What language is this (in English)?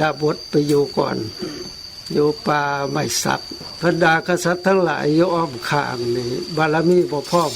Lao